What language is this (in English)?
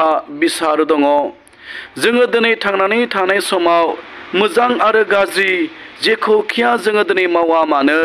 Bodo